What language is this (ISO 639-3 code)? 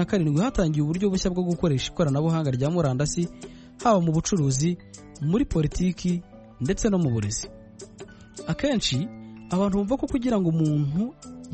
kin